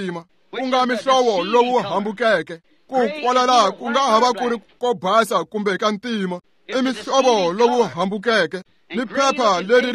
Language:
Tsonga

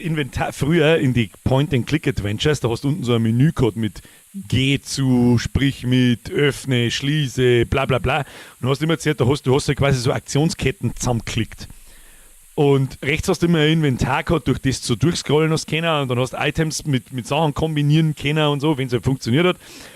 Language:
Bavarian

